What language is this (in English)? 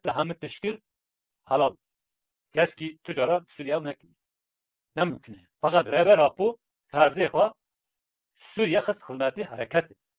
Kurdish